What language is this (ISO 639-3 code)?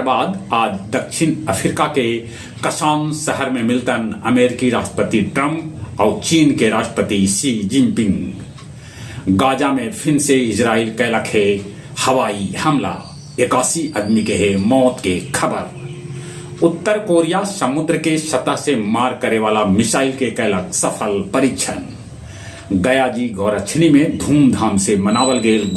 mag